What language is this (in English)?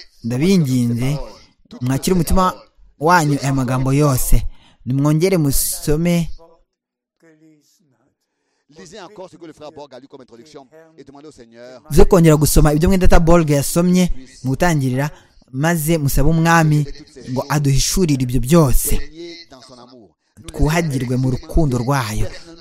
Kinyarwanda